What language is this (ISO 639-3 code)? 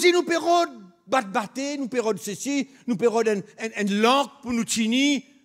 mfe